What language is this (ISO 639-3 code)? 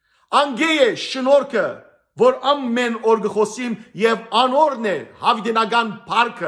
hyw